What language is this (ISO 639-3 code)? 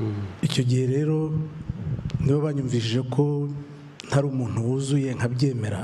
kin